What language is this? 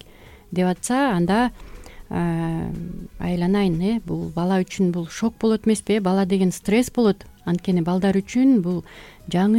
Kyrgyz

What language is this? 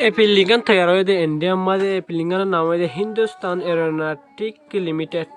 Rohingya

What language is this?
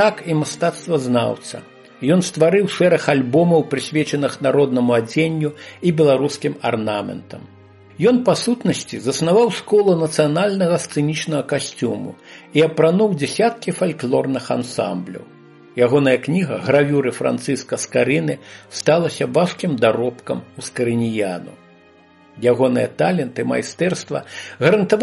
Belarusian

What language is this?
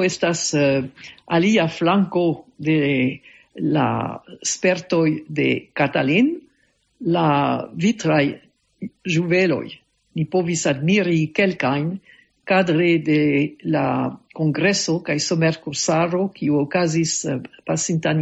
Esperanto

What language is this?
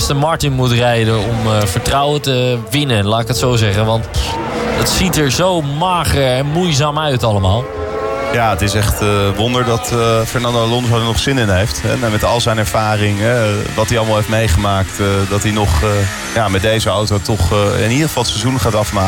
Dutch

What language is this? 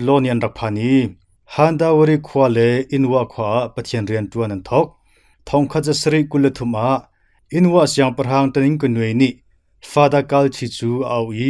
Hakha Chin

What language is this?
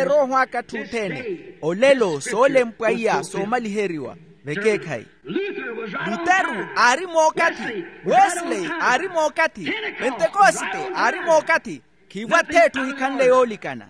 Makhuwa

